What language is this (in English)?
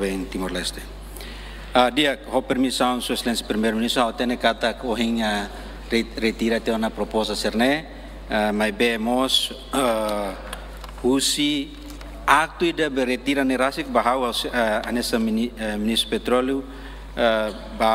Tetum